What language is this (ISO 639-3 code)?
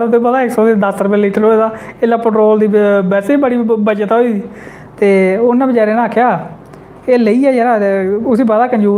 doi